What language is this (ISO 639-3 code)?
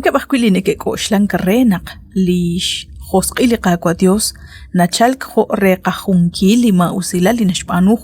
kek